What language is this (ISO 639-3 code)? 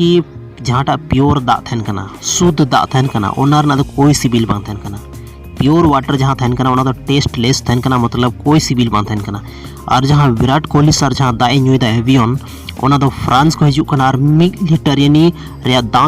sat